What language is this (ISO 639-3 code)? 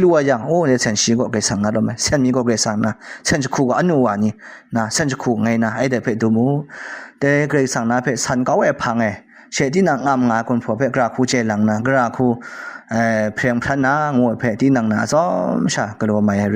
kac